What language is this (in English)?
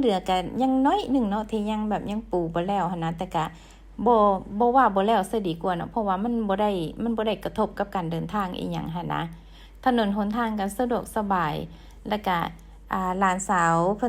Lao